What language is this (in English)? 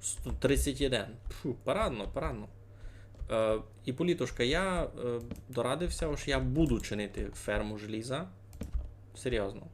Rusyn